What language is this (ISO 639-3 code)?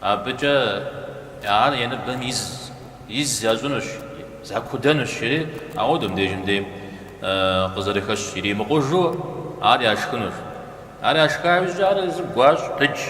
kbd